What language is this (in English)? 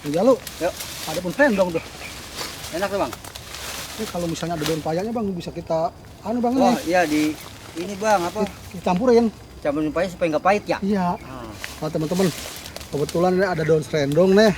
Betawi